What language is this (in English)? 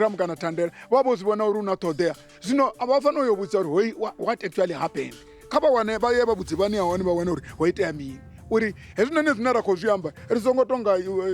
Venda